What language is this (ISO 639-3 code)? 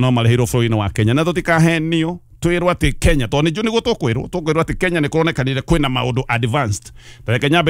kik